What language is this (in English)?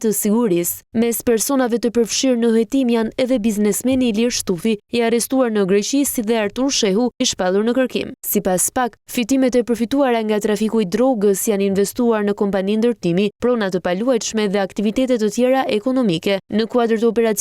Albanian